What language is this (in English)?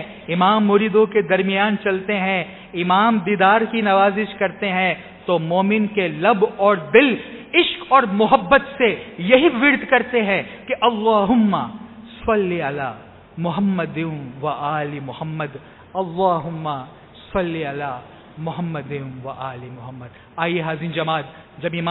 Urdu